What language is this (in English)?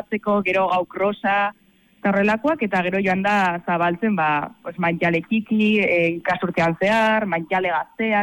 Basque